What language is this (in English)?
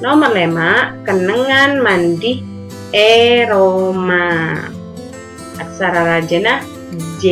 Madurese